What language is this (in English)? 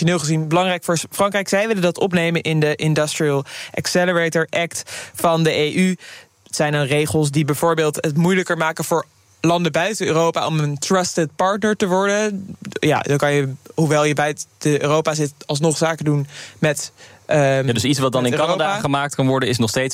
Dutch